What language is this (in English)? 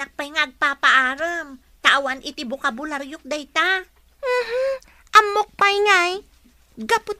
Iloko